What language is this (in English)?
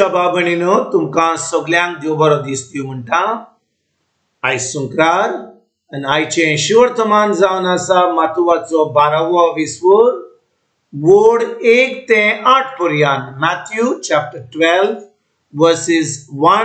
Konkani